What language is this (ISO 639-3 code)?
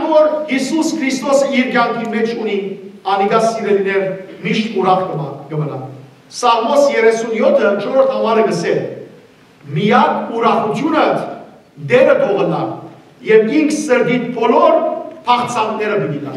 hyw